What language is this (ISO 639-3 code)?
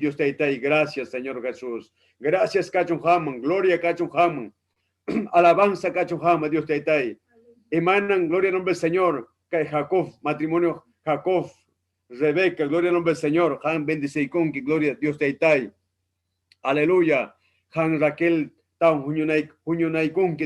quy